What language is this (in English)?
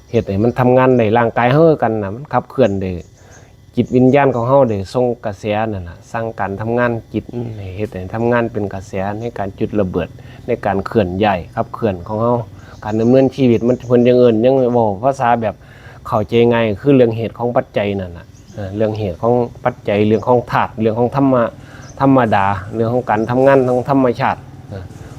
Northeastern Thai